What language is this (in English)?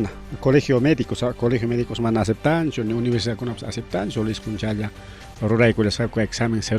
Ayacucho Quechua